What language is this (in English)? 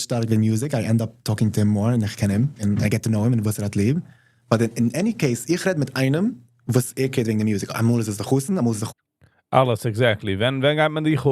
Yiddish